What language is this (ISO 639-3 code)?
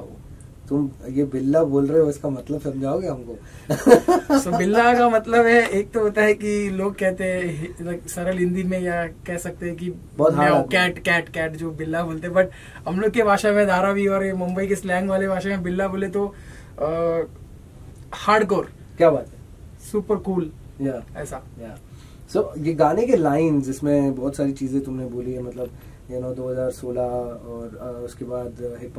hin